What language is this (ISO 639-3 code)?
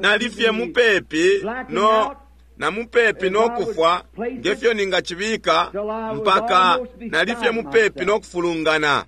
bem